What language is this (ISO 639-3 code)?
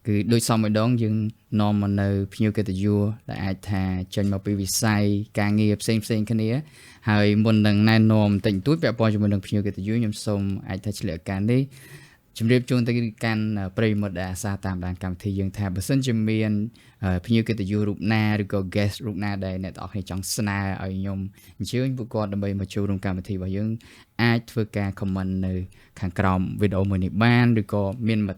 khm